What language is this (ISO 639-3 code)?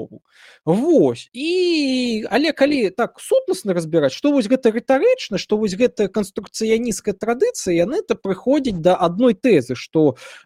bel